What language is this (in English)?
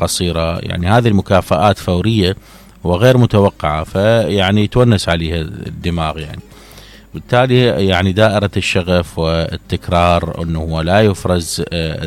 Mesopotamian Arabic